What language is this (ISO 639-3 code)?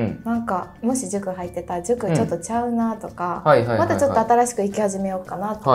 jpn